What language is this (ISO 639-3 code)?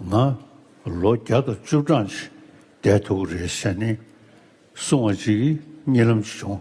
bod